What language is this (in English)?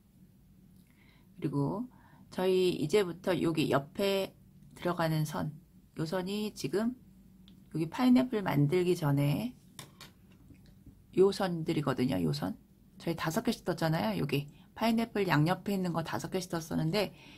Korean